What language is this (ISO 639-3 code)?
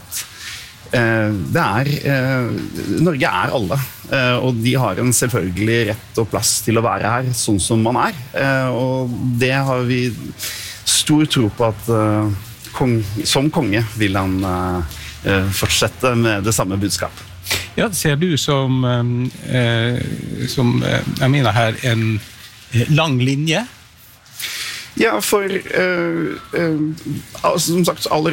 nor